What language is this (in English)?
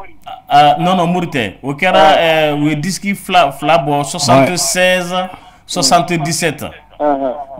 Bambara